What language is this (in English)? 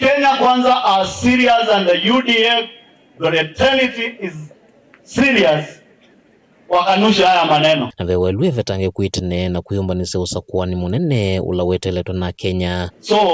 Kamba